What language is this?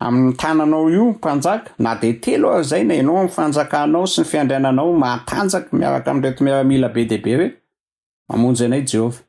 Malagasy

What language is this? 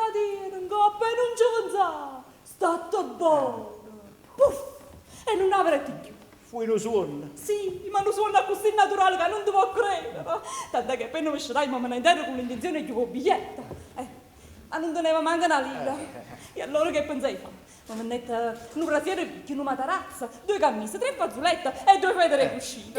Neapolitan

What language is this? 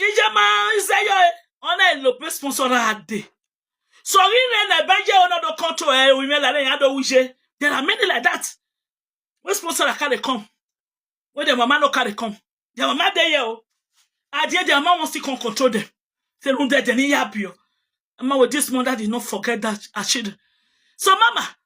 Nigerian Pidgin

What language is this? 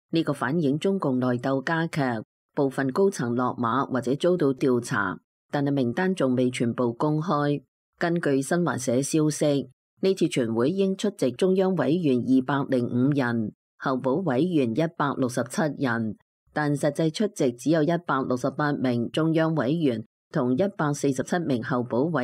Cantonese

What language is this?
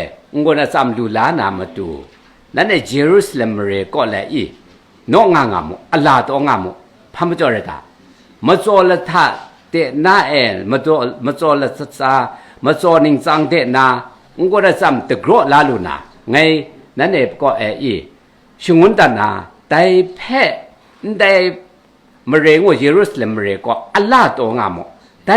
Kachin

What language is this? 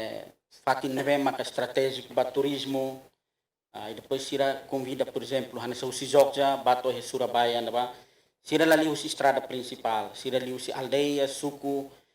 Tetum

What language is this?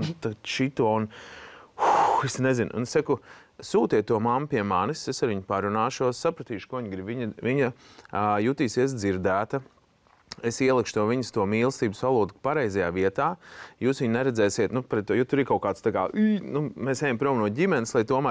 Latvian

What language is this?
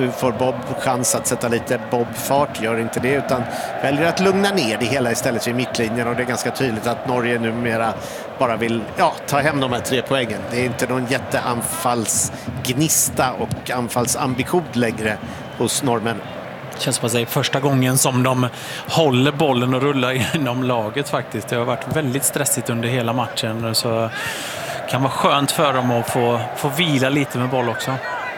Swedish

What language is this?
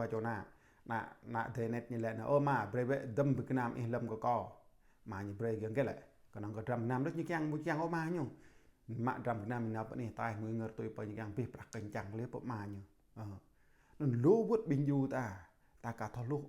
Jarai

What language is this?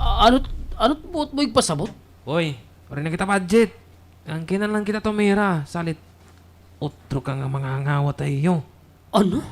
Waray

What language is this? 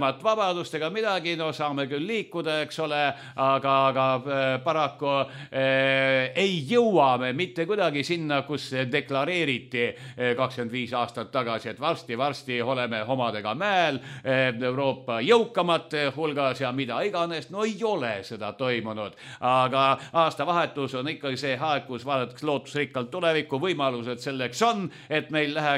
Estonian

